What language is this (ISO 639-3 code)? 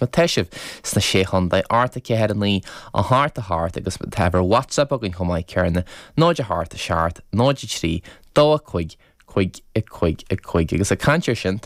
gle